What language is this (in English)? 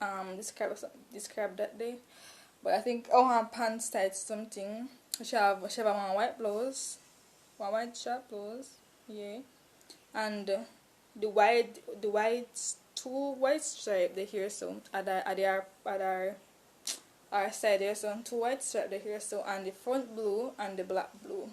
Jamaican Creole English